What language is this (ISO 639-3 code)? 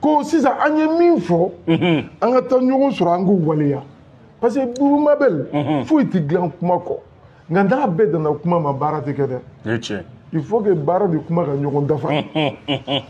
bam